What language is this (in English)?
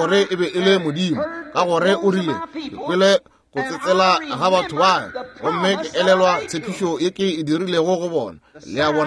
Northern Sotho